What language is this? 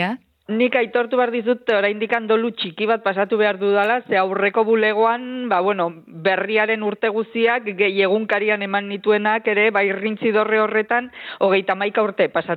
Basque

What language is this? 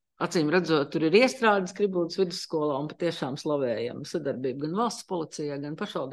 Latvian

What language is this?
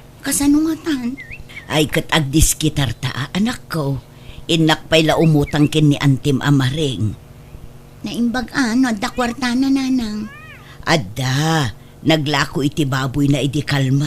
Iloko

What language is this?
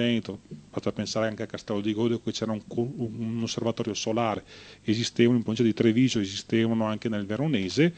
Italian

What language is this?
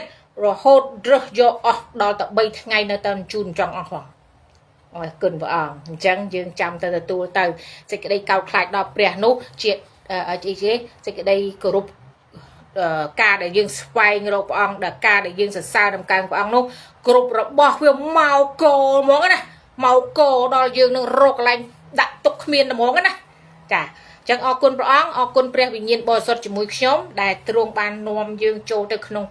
Khmer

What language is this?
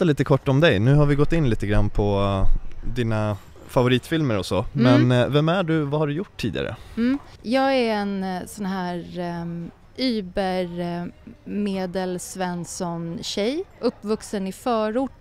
Swedish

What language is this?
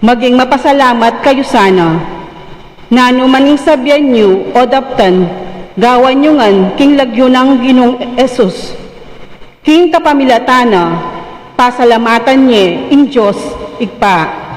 Pampanga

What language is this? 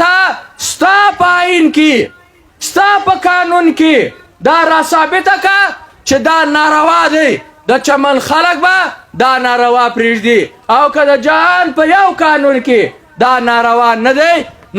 Pashto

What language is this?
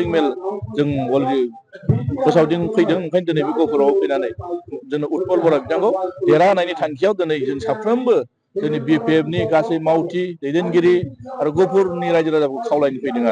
Bodo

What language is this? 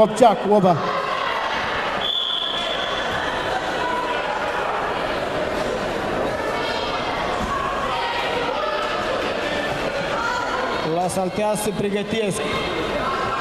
Romanian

